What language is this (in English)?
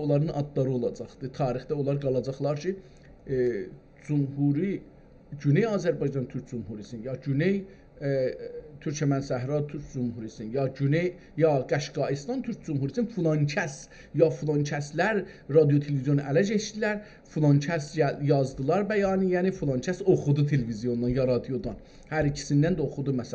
South Azerbaijani